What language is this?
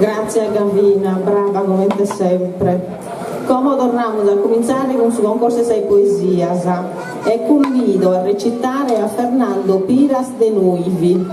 Sardinian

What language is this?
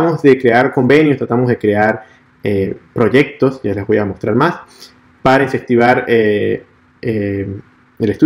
Spanish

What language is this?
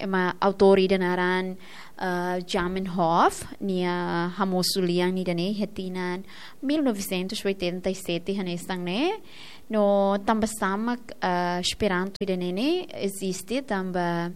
Tetum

